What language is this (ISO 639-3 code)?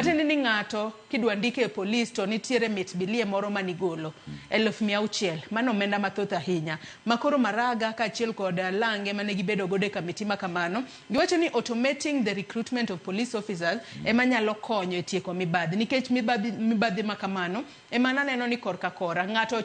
luo